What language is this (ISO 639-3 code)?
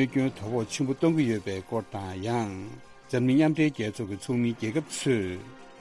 bod